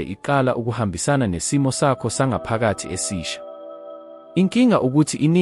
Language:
Zulu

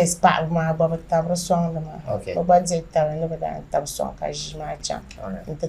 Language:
Dagbani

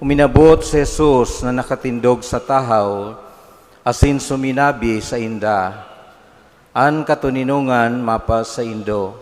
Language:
Bikol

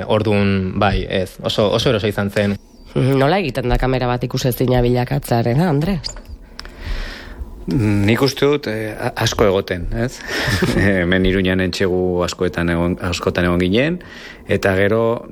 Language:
Basque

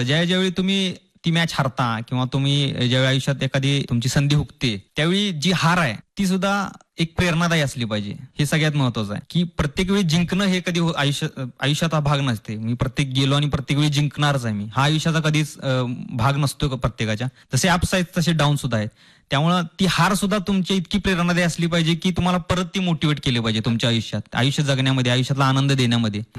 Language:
Marathi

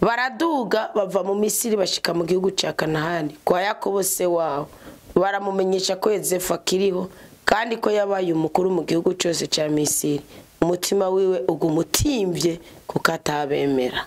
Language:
Rundi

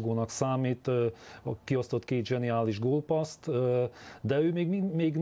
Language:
Hungarian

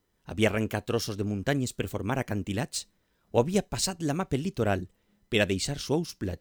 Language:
Catalan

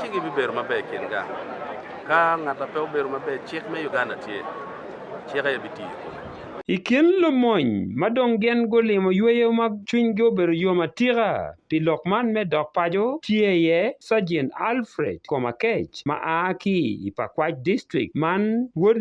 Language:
Acoli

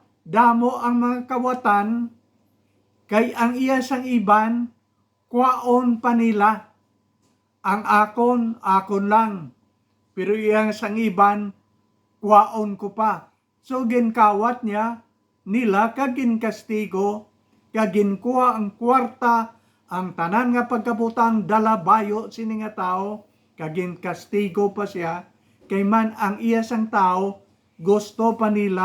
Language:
Hiligaynon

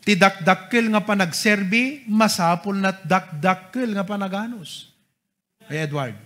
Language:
Iloko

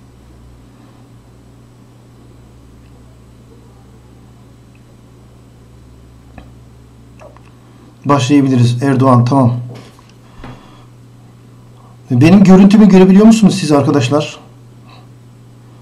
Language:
Turkish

